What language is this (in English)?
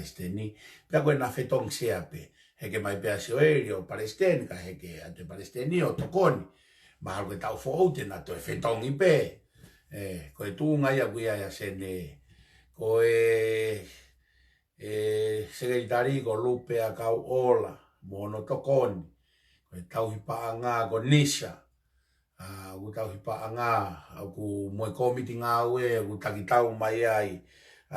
Tongan